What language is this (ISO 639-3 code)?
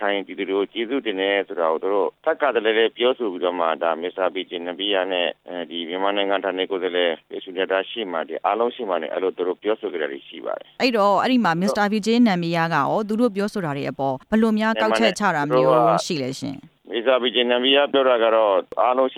mya